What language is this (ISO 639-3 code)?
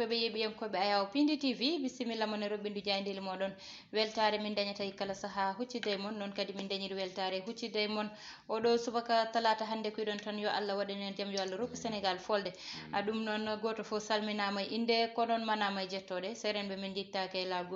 ful